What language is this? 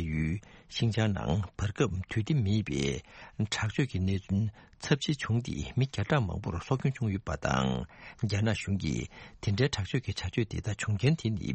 Tibetan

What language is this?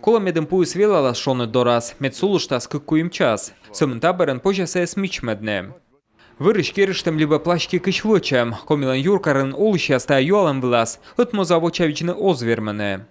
Komi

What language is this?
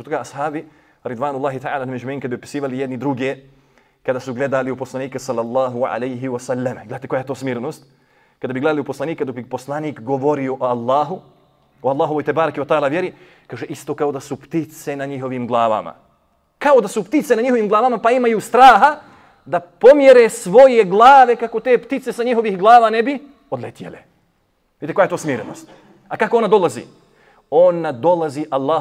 Bosnian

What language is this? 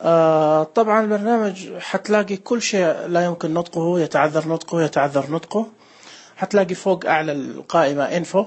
Najdi Arabic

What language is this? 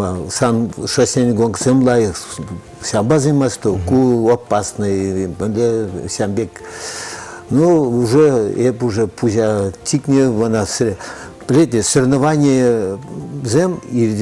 Chuvash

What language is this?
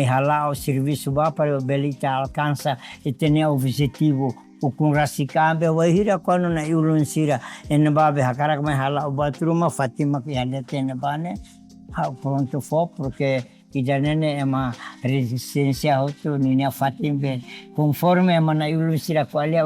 Tetum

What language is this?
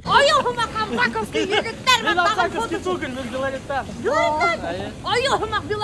Bashkir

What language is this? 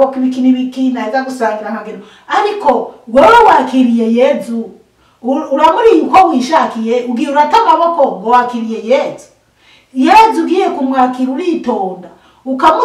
Rundi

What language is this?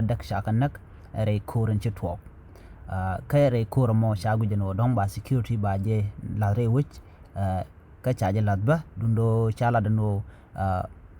Nuer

